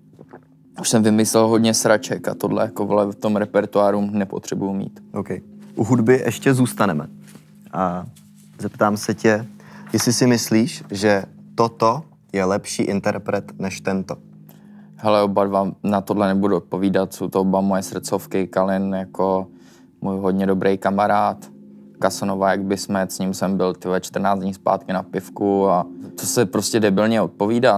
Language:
Czech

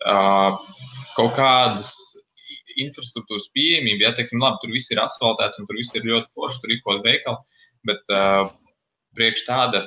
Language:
Latvian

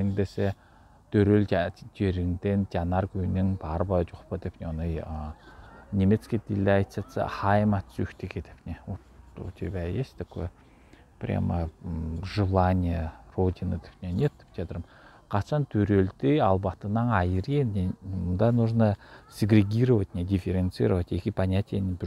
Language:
Southern Altai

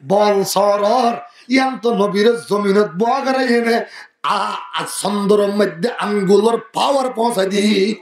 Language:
Rohingya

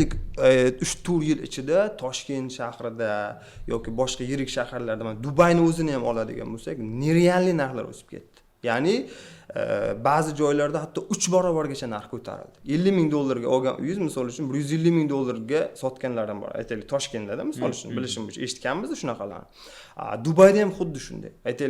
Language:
Uzbek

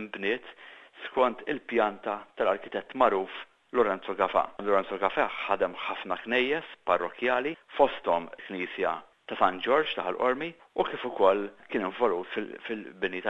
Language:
Maltese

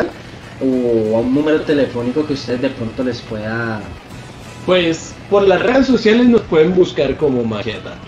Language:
Spanish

